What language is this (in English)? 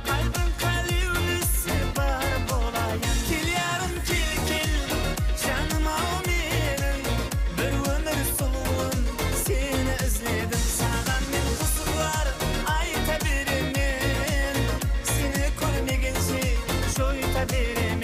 Kara-Kalpak